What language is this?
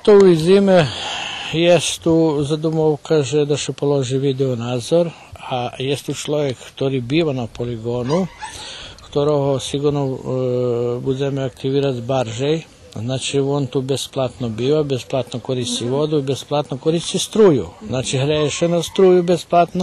Rusyn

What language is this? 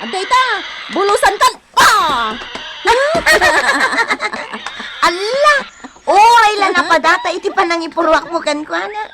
Iloko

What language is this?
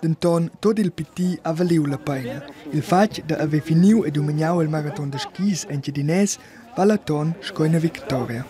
Romansh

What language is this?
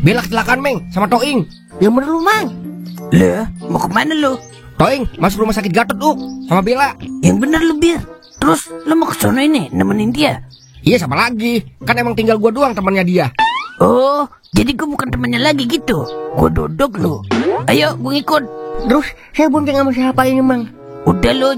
Betawi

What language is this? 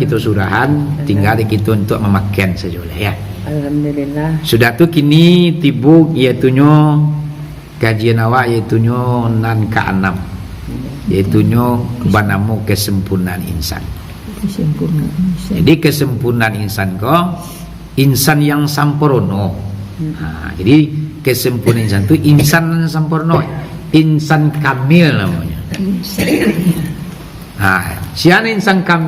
Minangkabau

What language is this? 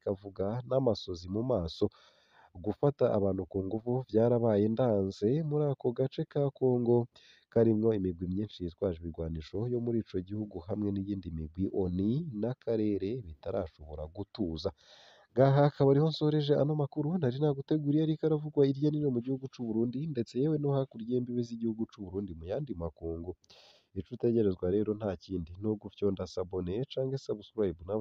Rundi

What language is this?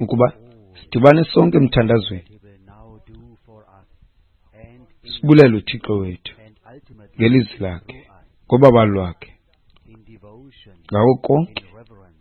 Xhosa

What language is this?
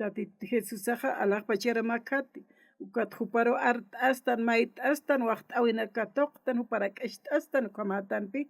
Aymara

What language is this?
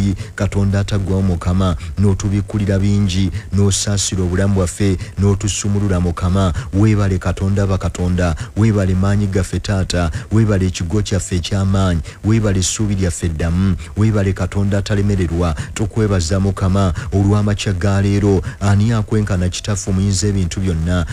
Ganda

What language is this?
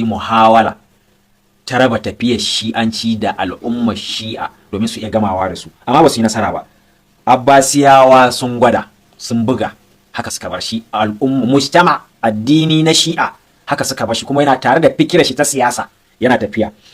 Hausa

